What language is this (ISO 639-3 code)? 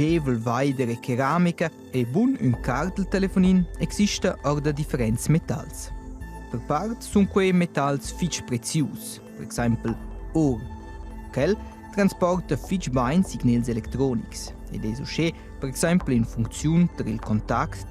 roh